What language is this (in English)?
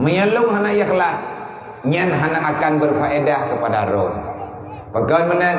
Achinese